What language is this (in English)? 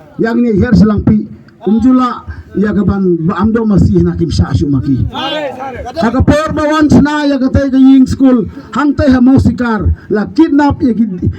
Khasi